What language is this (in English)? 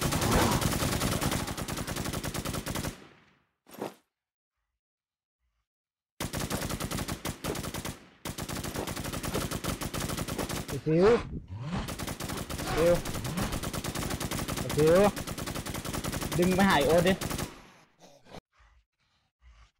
Thai